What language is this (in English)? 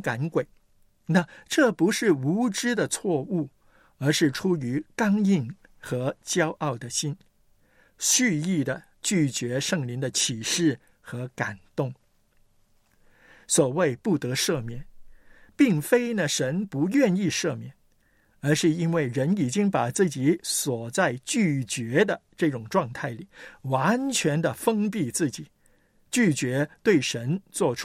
Chinese